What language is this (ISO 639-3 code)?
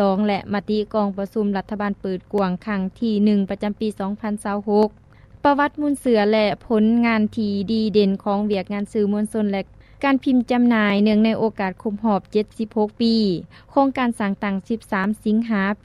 lao